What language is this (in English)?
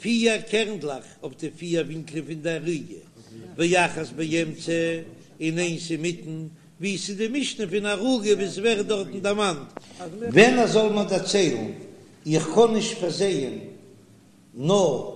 Yiddish